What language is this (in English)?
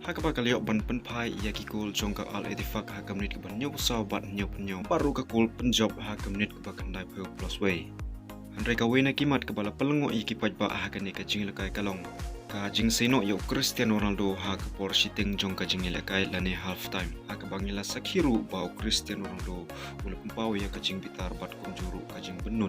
Khasi